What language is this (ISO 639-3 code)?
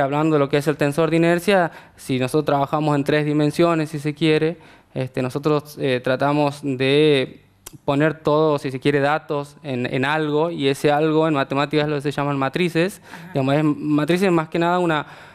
spa